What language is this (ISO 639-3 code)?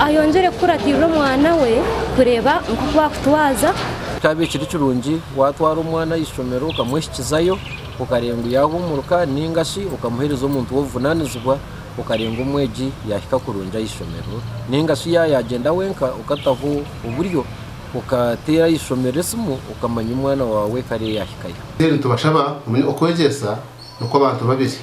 nyn